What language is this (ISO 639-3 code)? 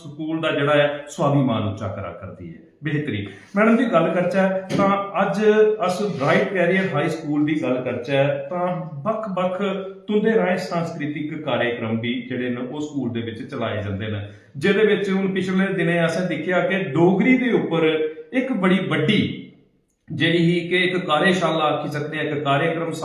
doi